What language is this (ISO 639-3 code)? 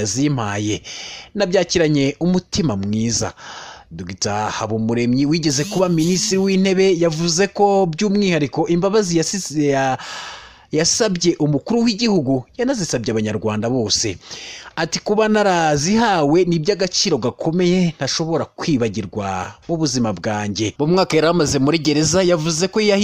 kin